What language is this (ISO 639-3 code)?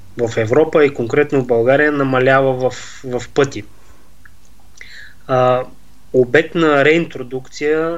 bul